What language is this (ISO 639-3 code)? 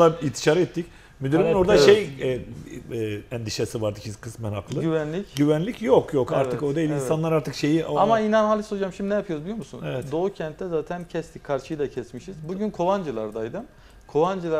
tur